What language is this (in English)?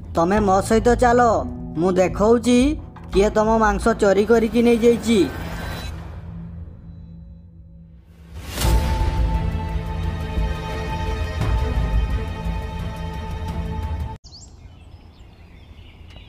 Odia